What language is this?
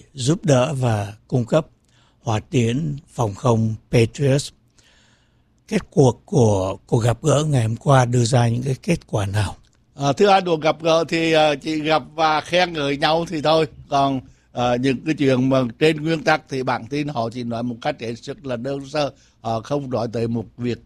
Vietnamese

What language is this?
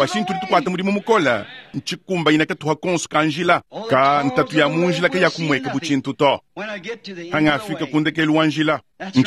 Luba-Lulua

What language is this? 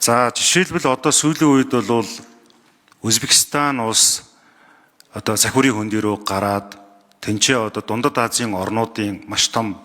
Mongolian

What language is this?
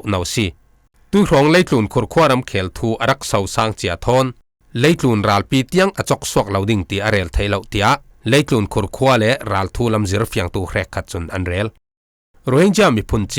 Falam Chin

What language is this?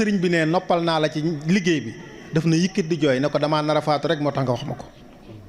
Wolof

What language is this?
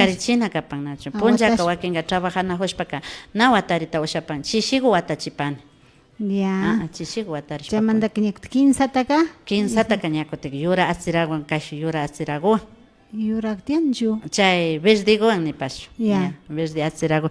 Imbabura Highland Quichua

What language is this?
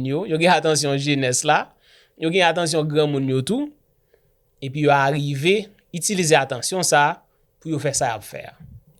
Haitian Creole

